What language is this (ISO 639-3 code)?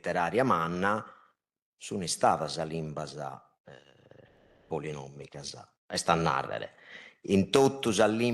srd